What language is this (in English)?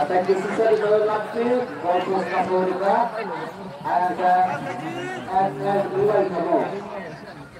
Kok Borok